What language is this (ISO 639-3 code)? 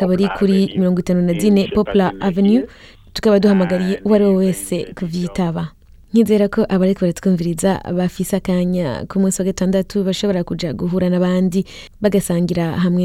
run